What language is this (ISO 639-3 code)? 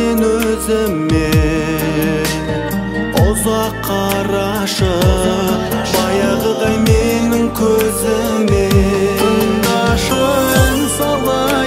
kaz